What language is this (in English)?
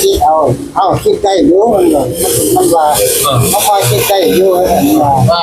Northeastern Thai